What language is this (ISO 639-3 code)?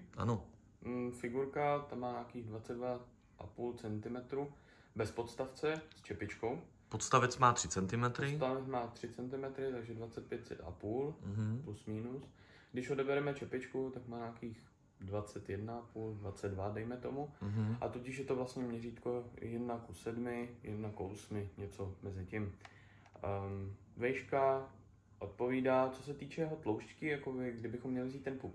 ces